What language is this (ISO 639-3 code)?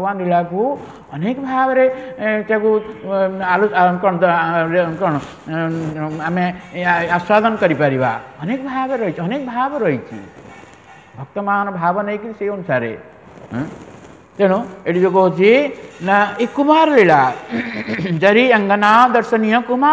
ori